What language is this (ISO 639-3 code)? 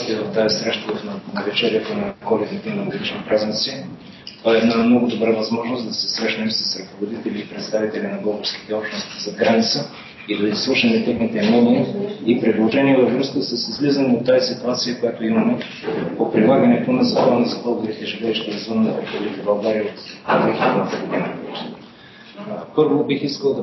bul